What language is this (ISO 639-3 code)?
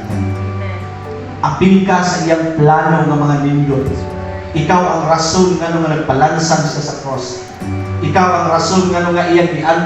ceb